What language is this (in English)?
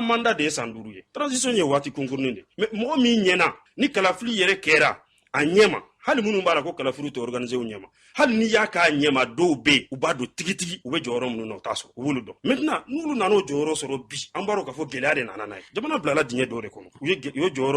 Bambara